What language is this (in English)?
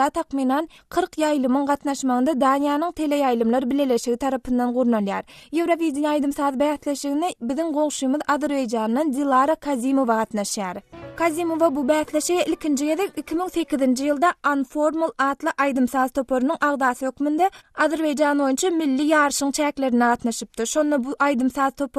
Turkmen